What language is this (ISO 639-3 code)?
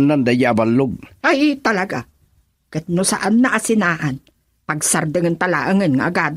ilo